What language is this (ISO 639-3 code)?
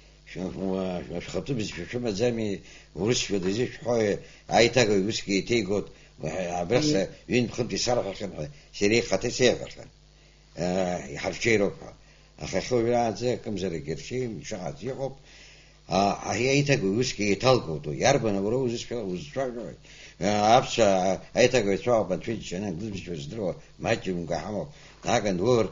abk